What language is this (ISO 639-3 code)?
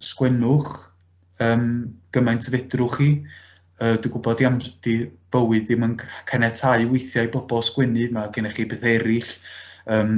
cym